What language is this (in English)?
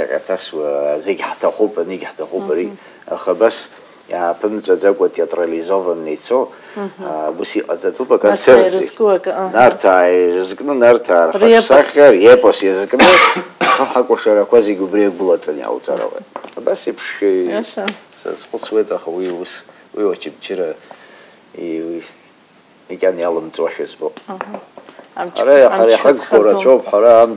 Abkhazian